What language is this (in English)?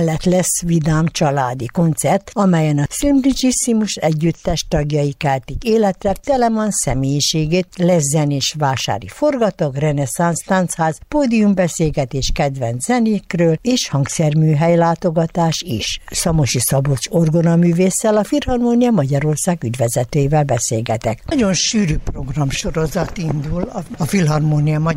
Hungarian